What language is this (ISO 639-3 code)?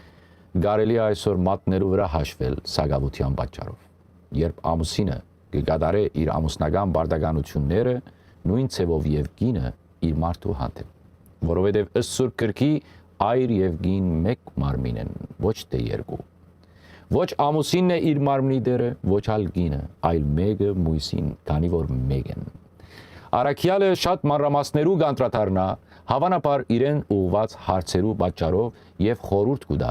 hyw